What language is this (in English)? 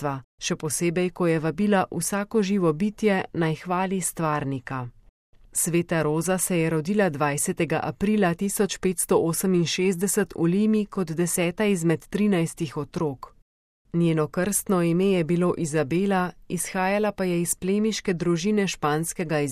Slovenian